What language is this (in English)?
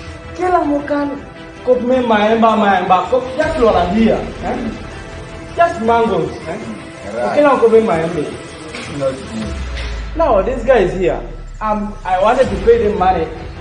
Kumam